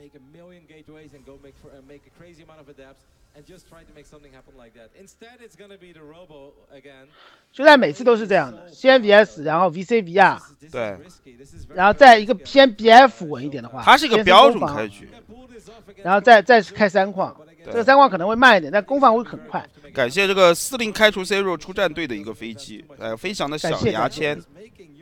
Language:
Chinese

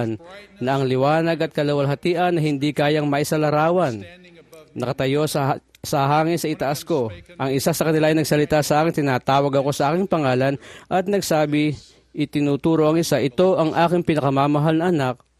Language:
Filipino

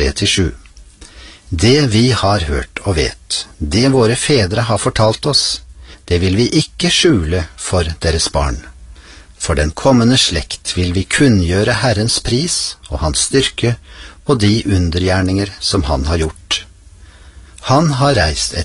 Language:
Norwegian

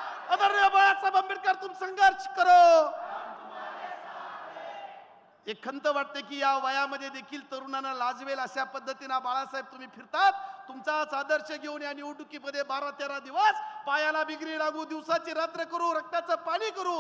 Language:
Marathi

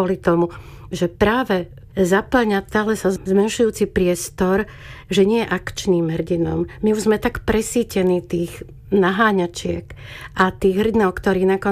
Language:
Slovak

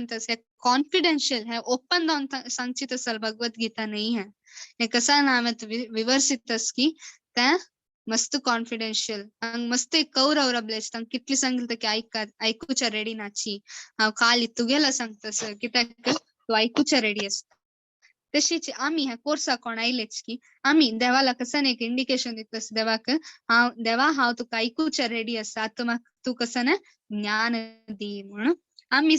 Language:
Konkani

